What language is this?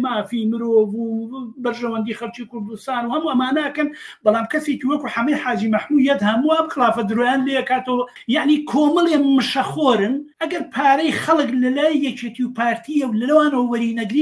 Central Kurdish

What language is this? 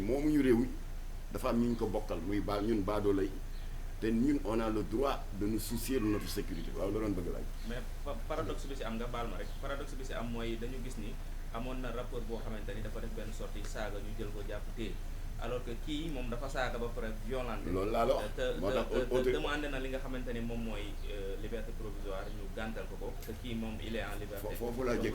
Wolof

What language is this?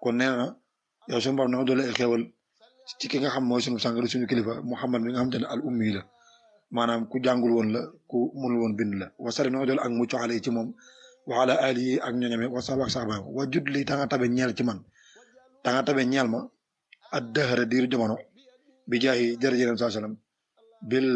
Wolof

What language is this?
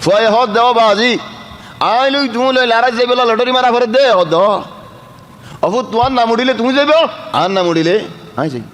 Rohingya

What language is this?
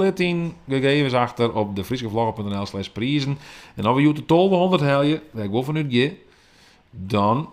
Western Frisian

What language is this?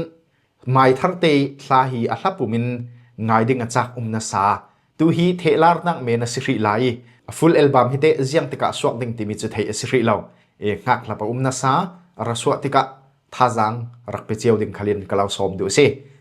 Falam Chin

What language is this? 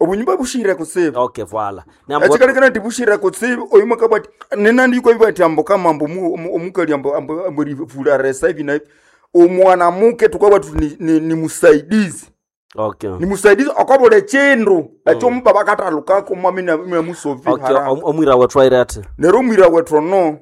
Nande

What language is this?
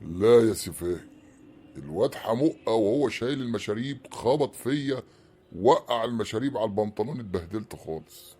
Egyptian Arabic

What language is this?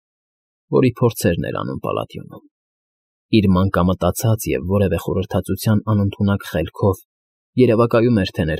Armenian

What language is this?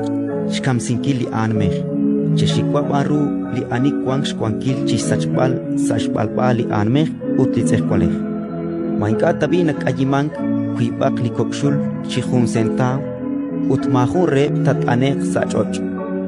Kekchí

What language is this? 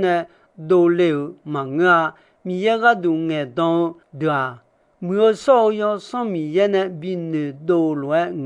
Akha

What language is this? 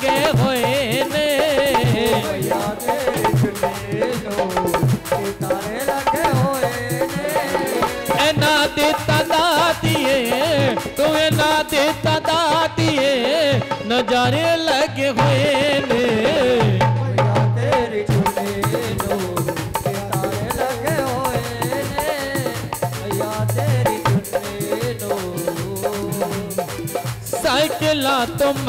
Hindi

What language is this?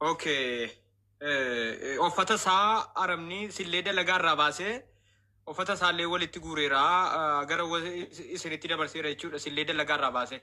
Oromo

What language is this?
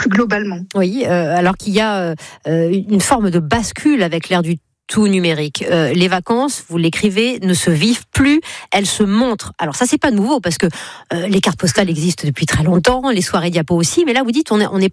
French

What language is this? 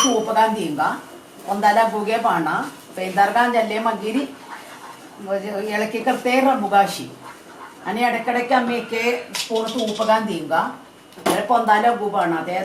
Konkani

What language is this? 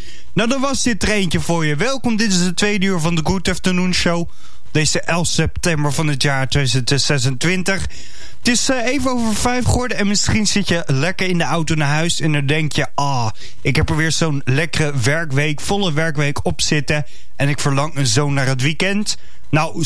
Dutch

